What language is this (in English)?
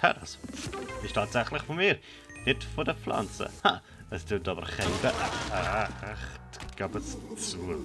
Swiss German